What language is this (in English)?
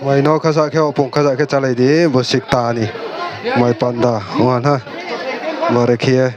Riang (India)